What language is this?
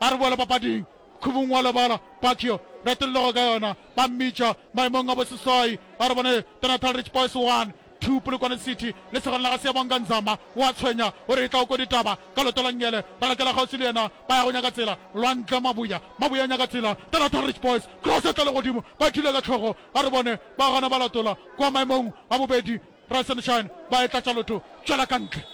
Northern Sotho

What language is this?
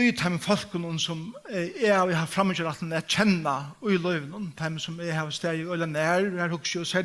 Faroese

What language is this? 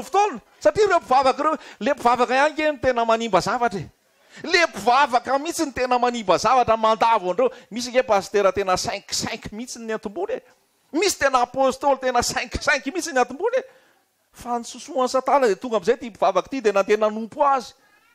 Malagasy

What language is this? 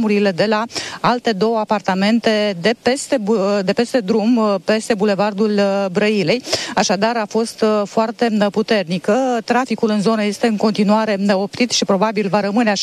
Romanian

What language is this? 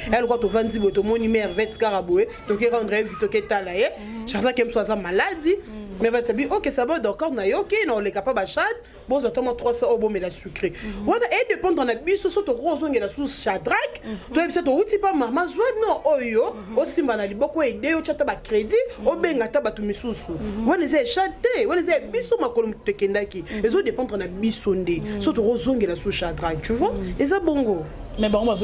Lingala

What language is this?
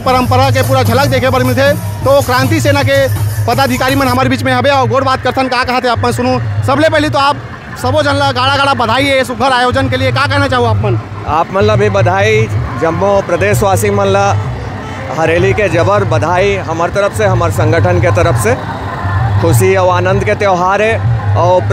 Chhattisgarhi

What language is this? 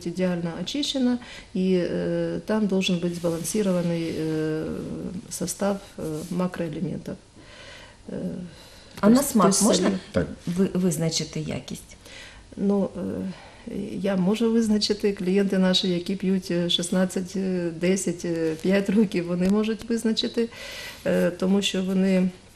Ukrainian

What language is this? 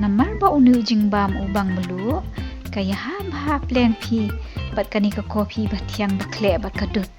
Khasi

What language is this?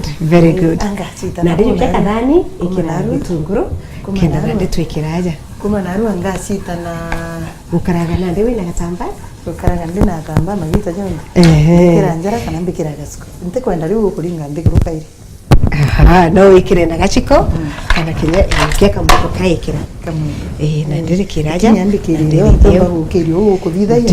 Meru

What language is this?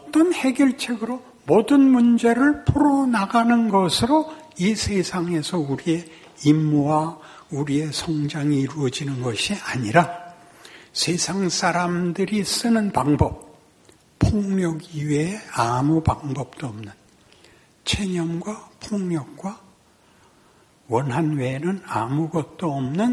Korean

